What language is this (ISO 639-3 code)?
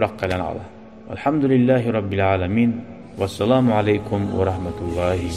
kum